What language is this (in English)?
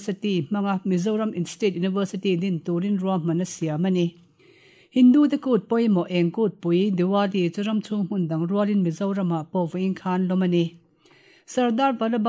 Mizo